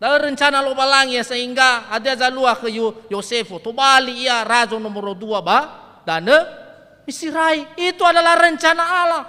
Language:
Nias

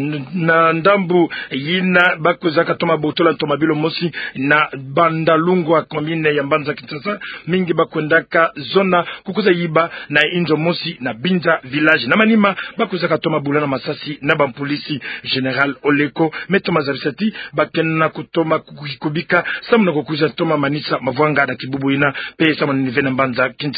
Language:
Kituba (Democratic Republic of Congo)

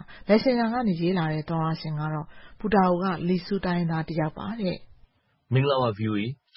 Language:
Burmese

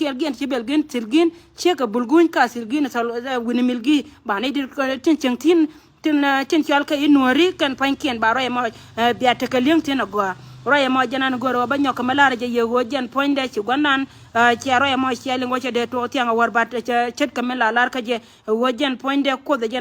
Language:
Nuer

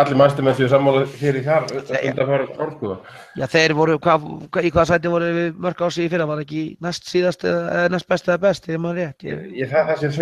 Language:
Icelandic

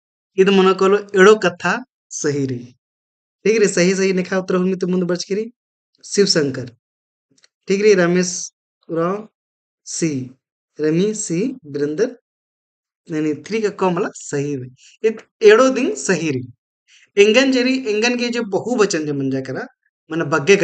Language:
Kurukh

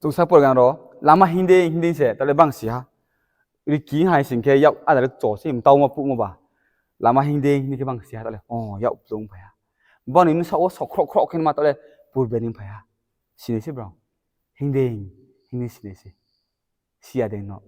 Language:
Riang (India)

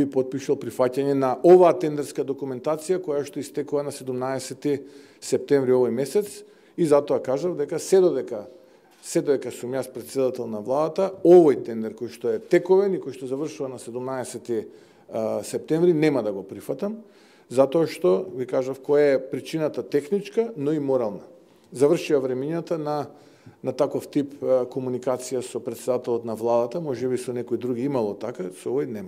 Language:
Macedonian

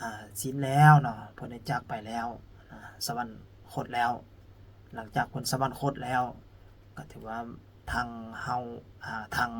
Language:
Lao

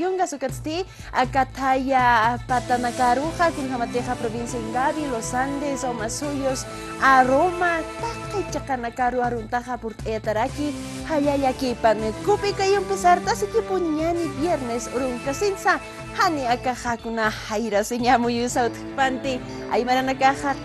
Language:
Aymara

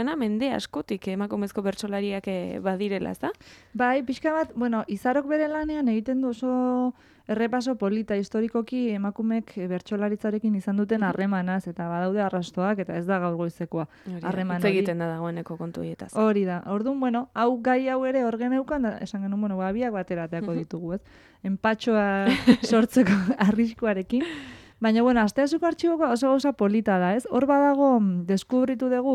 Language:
Basque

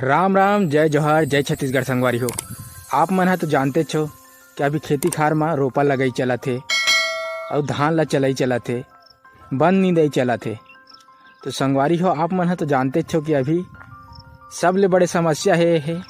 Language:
Chhattisgarhi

